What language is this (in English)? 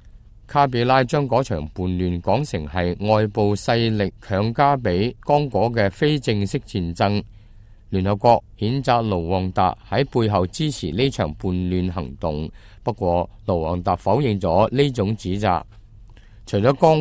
Cantonese